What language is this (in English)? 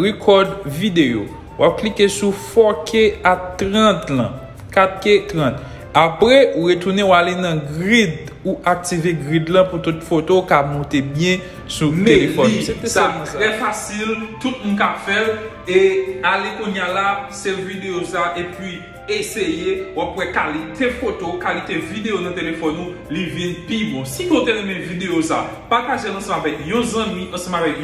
Haitian Creole